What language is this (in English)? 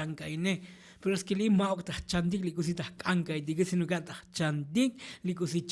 Tzotzil